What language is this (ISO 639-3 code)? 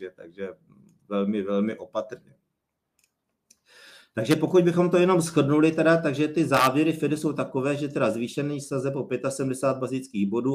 ces